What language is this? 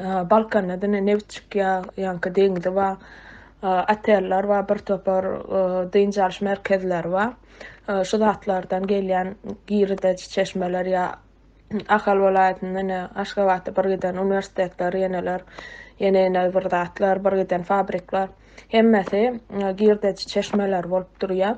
Turkmen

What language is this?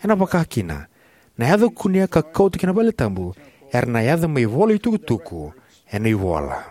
Fijian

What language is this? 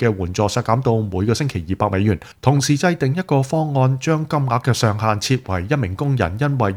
Cantonese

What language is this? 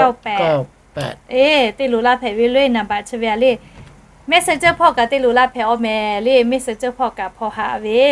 Lahu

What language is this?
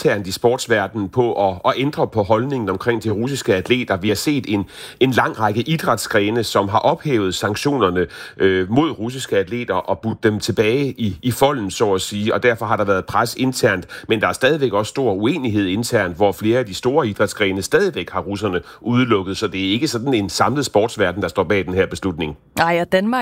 Danish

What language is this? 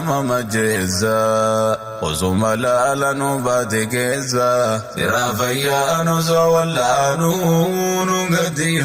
Oromo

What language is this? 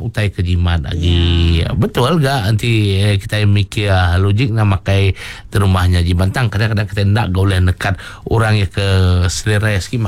Iban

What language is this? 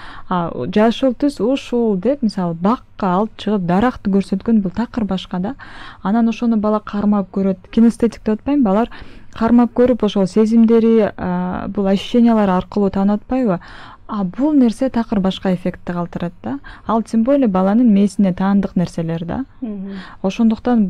Kyrgyz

